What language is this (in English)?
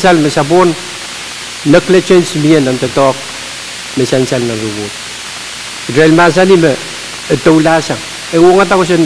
Pohnpeian